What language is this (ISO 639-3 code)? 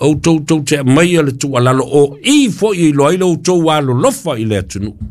smo